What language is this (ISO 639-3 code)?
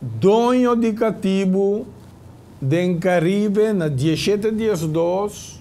pap